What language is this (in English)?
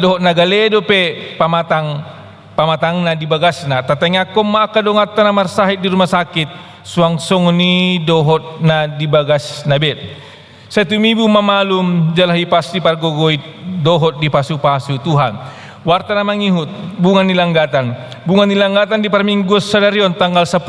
Batak Toba